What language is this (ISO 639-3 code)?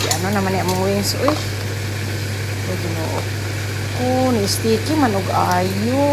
ceb